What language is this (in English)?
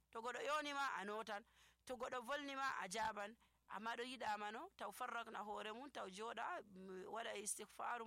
Nigerian Fulfulde